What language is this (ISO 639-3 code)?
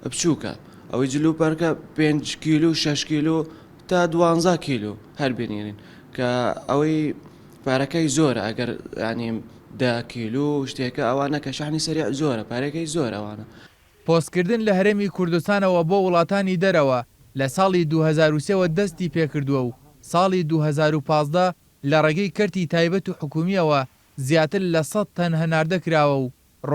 ckb